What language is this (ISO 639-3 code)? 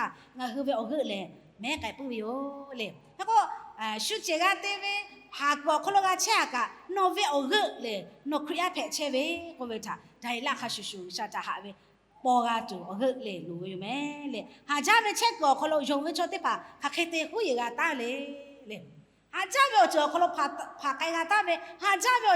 lhu